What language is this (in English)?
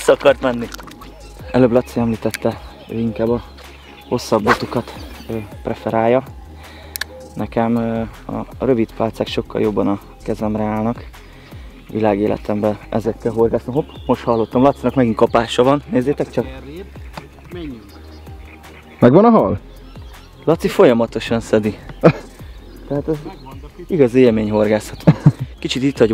Hungarian